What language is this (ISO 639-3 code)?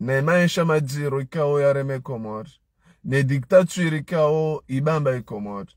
zdj